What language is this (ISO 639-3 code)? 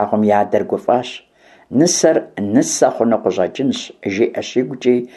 kbd